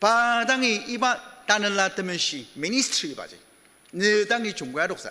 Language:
Ao Naga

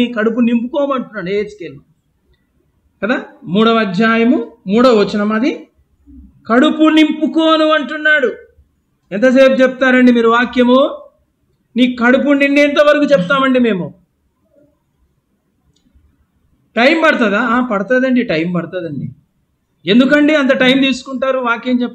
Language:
Telugu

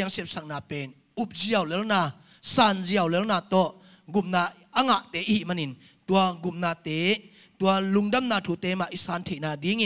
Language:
Tedim Chin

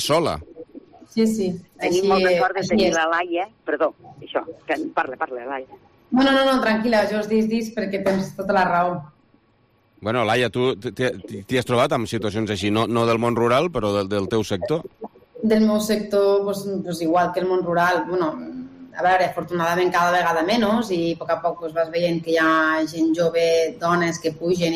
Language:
Catalan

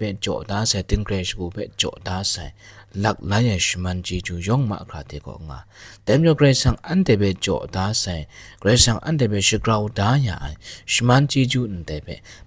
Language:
Kachin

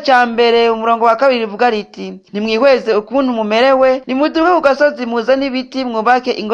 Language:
Rundi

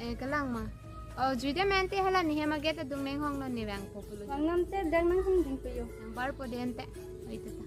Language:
Karbi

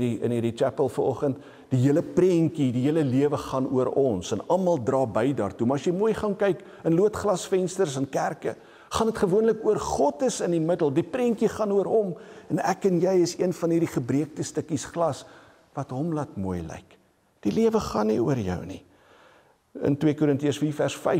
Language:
Afrikaans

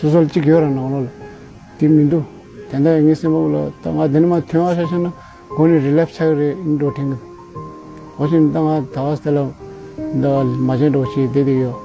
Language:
Tibetan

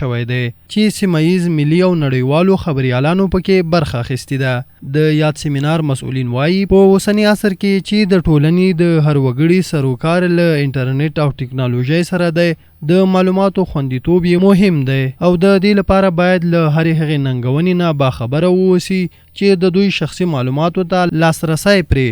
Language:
Pashto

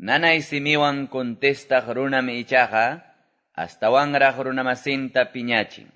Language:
Quechua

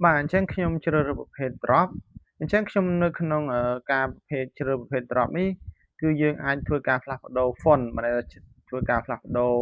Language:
Khmer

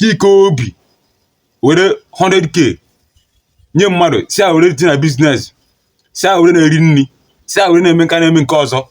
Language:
Igbo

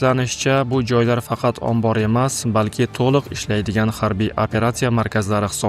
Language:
Uzbek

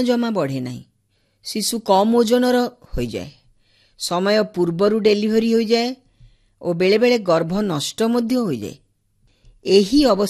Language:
Odia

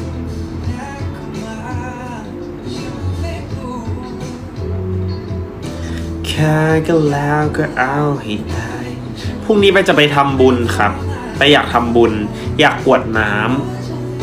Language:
Thai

